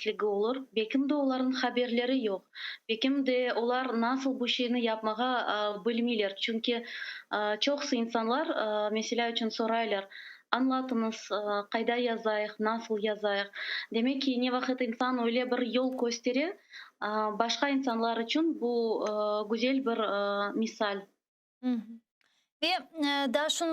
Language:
Crimean Tatar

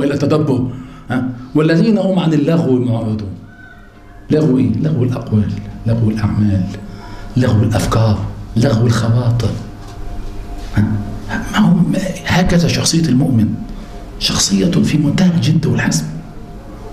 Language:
Arabic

